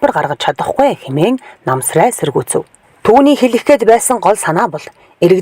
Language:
Mongolian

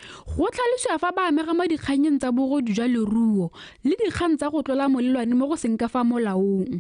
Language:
Tswana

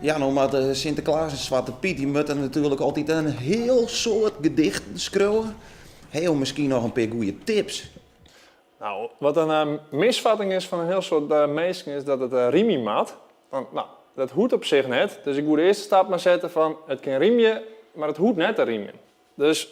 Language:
Western Frisian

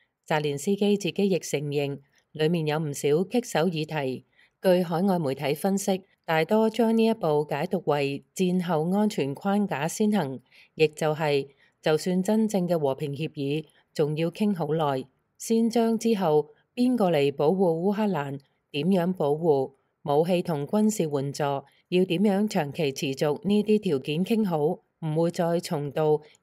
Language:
Cantonese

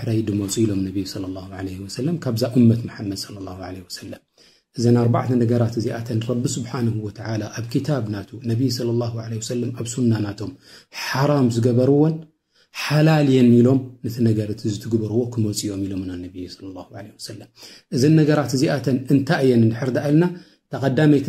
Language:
Tigrinya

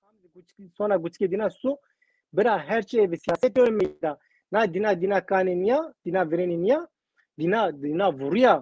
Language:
Zaza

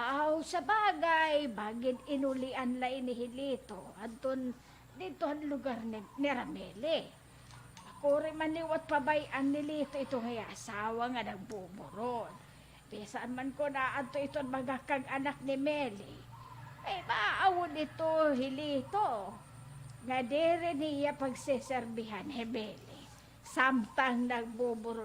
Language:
Waray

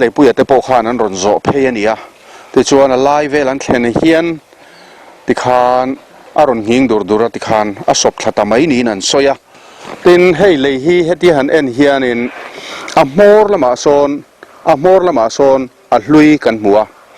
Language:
Mizo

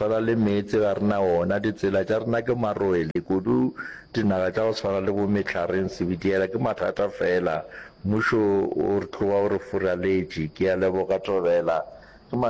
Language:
Northern Sotho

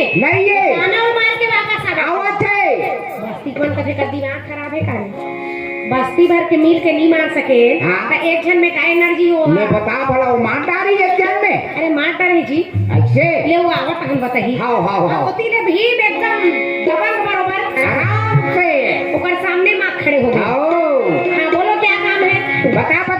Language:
Chhattisgarhi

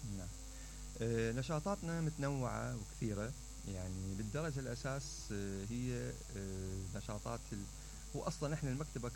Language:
Mesopotamian Arabic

